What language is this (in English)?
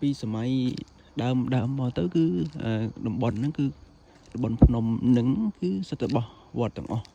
Khmer